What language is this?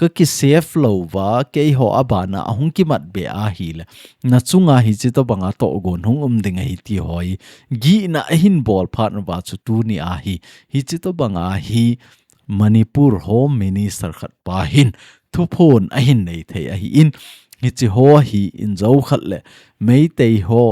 Thado Chin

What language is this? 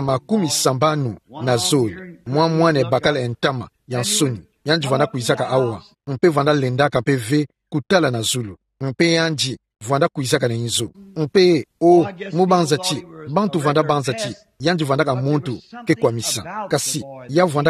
Kituba (Democratic Republic of Congo)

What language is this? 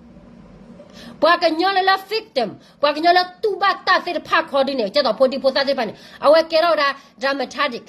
S'gaw Karen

